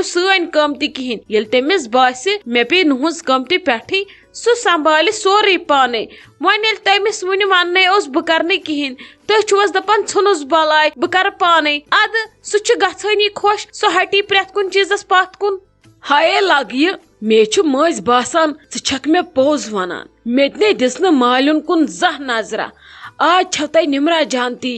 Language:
Kashmiri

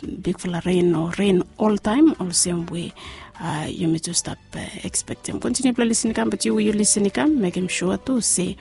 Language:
Bislama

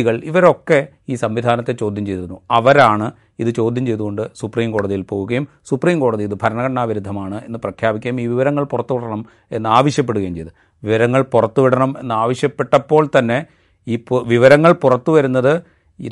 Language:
Malayalam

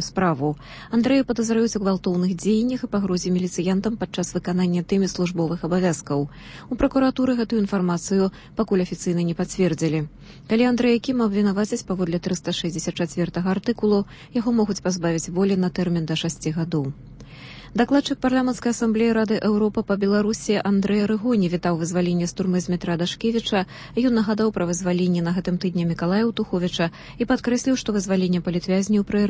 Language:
Belarusian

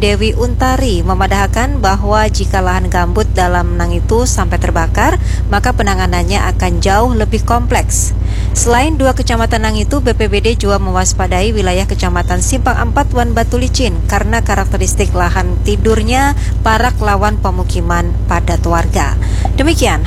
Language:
Banjar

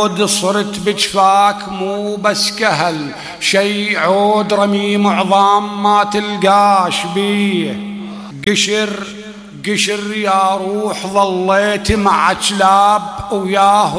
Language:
Mesopotamian Arabic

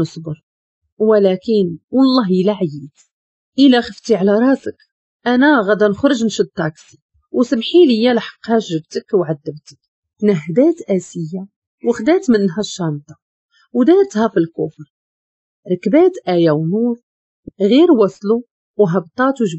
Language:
Moroccan Arabic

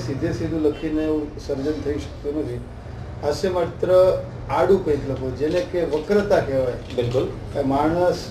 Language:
Gujarati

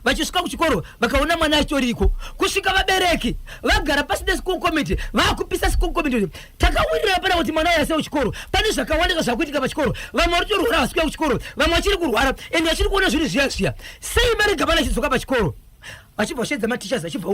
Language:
Shona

